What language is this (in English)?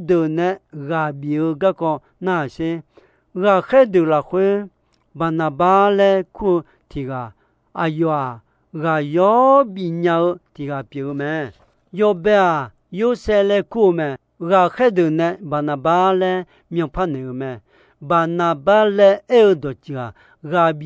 Akha